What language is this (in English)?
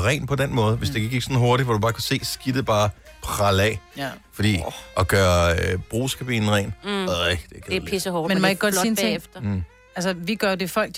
Danish